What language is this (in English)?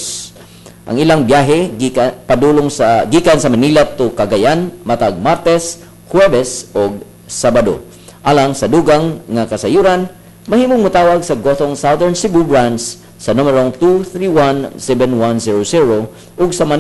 Cebuano